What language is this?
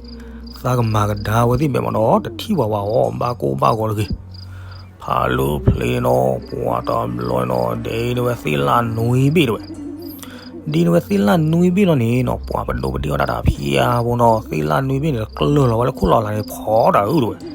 S'gaw Karen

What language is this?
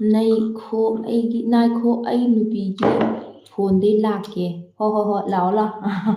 Manipuri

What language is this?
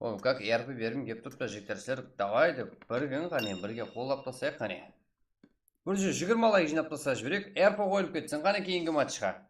Kara-Kalpak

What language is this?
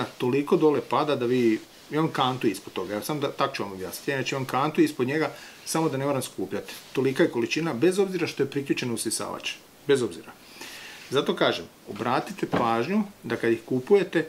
Croatian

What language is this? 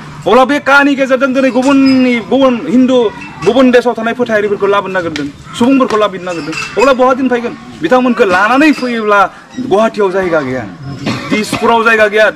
Bodo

